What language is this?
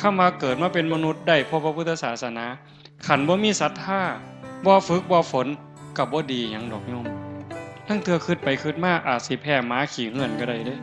Northeastern Thai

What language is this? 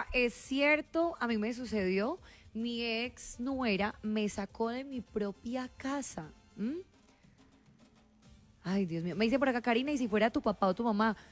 Spanish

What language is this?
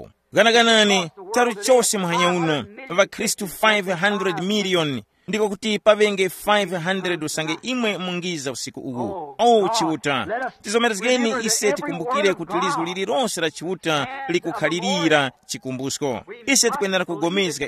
Tumbuka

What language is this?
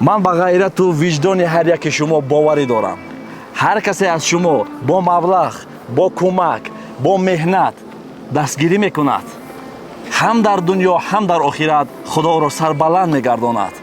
Tajik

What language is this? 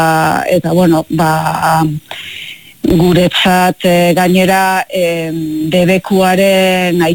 Basque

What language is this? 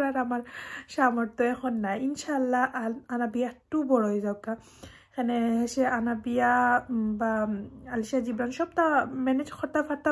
Sylheti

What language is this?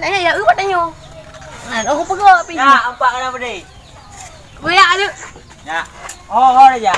Achinese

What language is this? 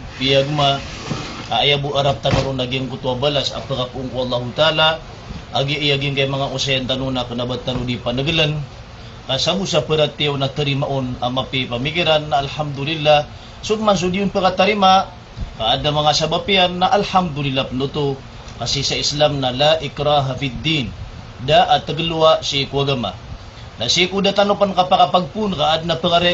Maranao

